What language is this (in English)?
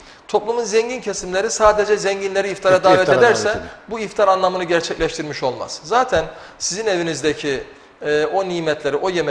Turkish